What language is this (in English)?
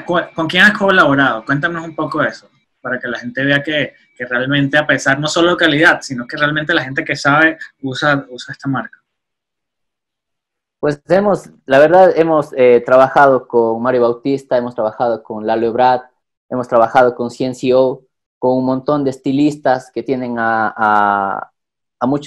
Spanish